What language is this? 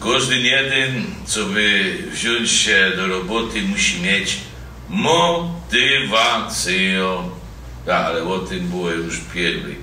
Silesian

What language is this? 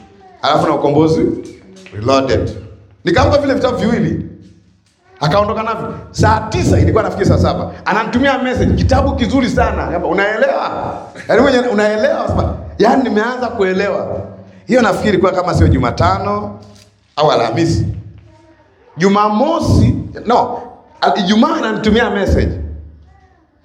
Swahili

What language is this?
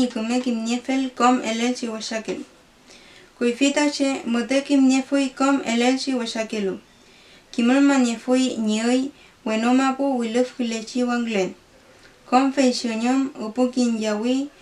Mapuche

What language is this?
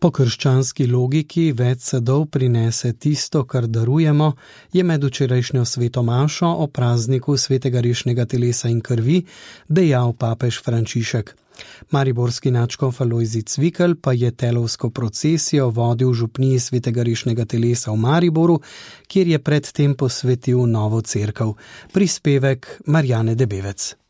Slovenian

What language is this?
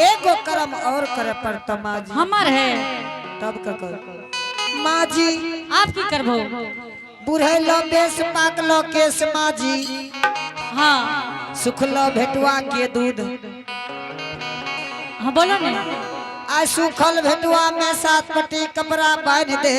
Angika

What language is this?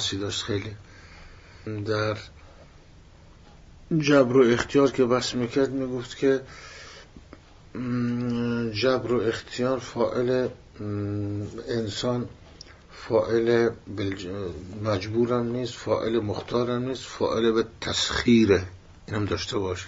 Persian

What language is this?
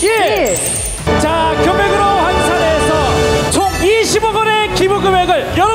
Korean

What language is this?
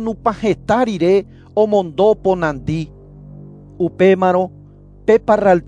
Guarani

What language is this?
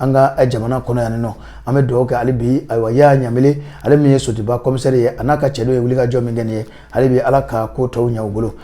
Bambara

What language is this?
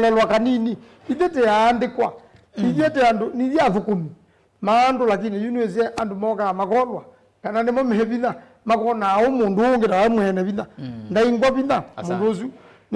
Kamba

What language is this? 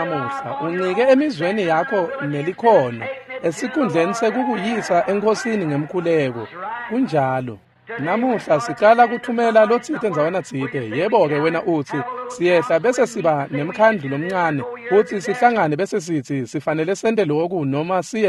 Swati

